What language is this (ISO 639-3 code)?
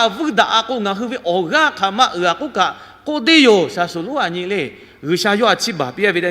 lhu